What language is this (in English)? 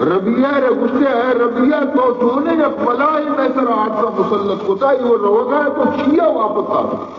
Baluchi